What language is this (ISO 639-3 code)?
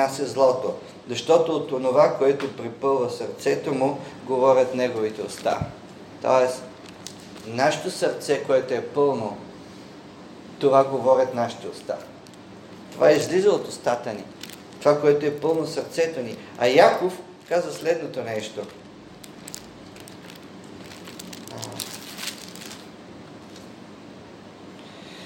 bul